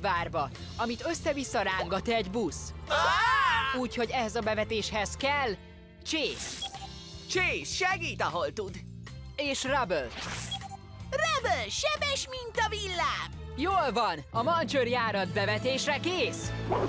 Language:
Hungarian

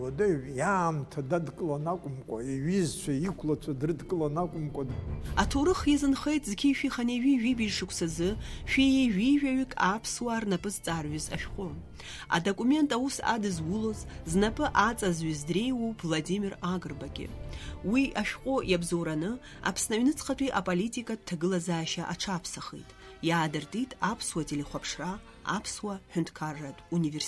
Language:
Abkhazian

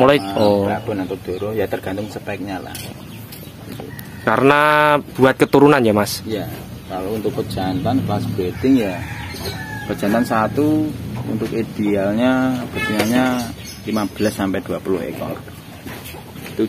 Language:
Indonesian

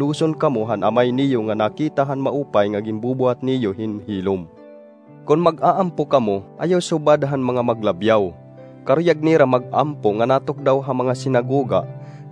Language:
Waray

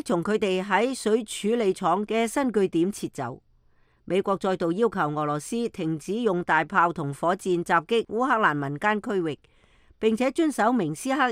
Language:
Cantonese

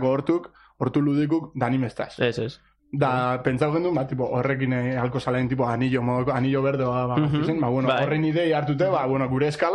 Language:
Basque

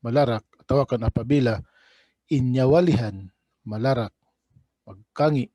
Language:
Tausug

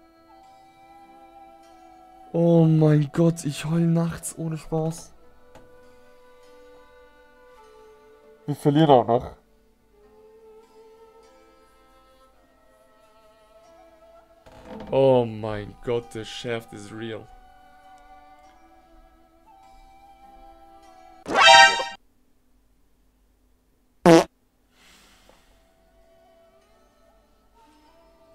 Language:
German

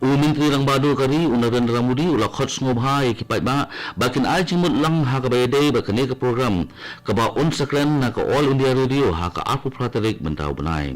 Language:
Khasi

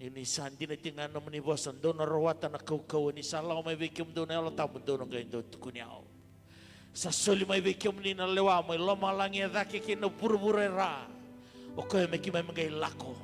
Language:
Fijian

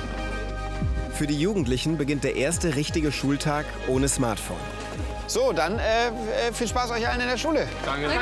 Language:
German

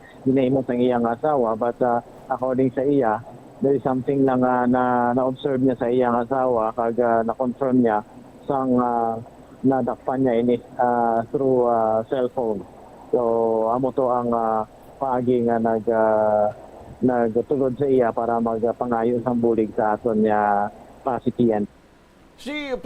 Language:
Hiligaynon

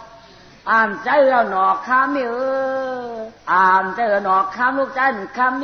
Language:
Shan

